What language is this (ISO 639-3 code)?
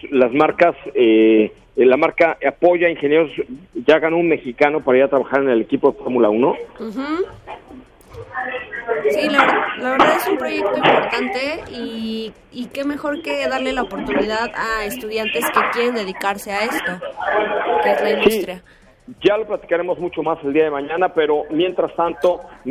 spa